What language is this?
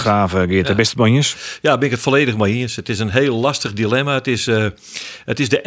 Western Frisian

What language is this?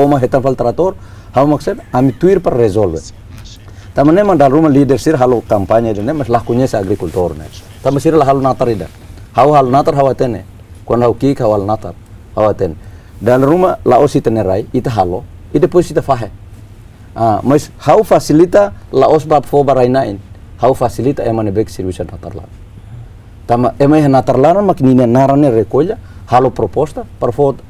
Tetum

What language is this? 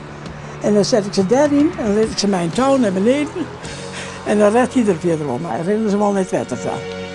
Western Frisian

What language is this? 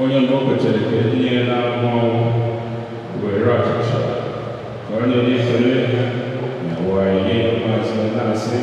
Igbo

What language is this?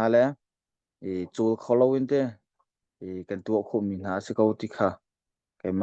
Hakha Chin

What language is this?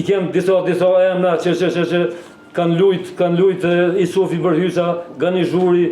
Albanian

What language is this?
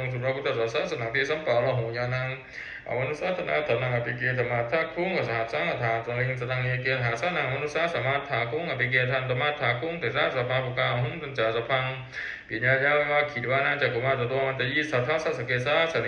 Pali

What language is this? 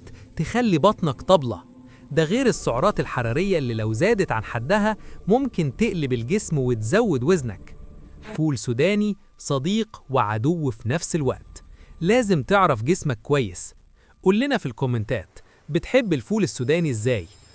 Egyptian Arabic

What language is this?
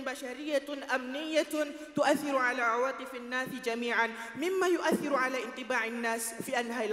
Arabic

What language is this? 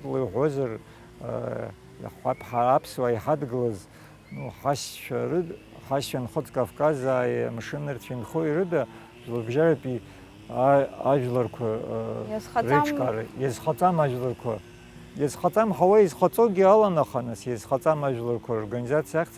Abkhazian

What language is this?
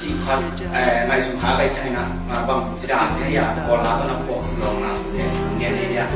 Tedim Chin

